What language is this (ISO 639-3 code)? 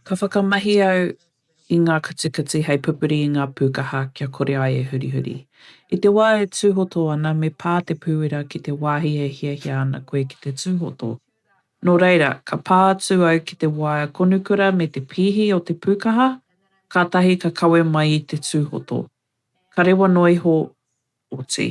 mri